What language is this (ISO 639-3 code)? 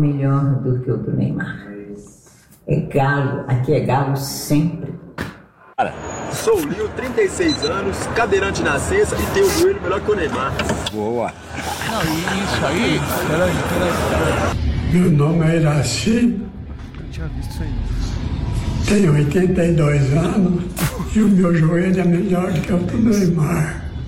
por